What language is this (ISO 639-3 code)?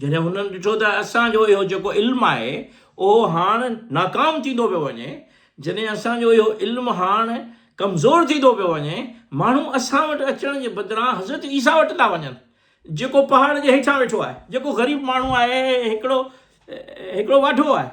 snd